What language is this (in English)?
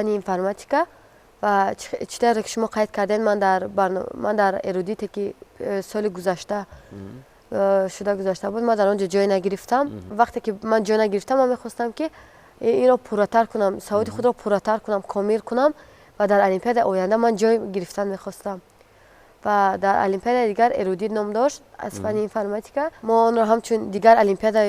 Tajik